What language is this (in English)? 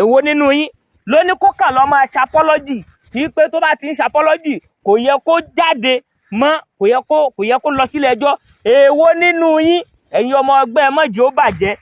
Yoruba